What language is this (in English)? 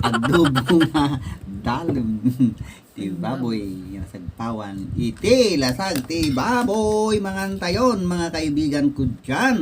Iloko